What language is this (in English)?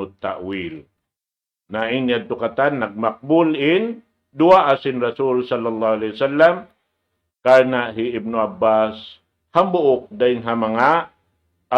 Tausug